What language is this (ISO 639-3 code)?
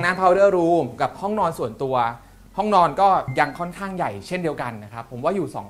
tha